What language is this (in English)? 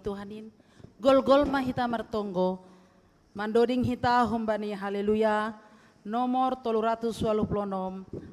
Batak Simalungun